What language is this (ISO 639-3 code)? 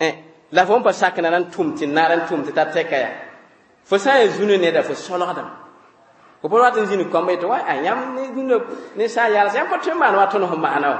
mos